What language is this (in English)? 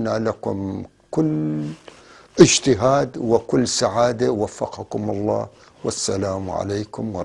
North Levantine Arabic